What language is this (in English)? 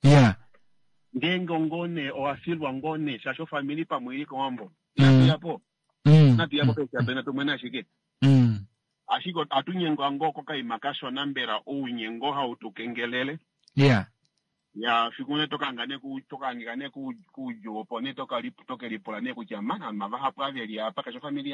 Kuanyama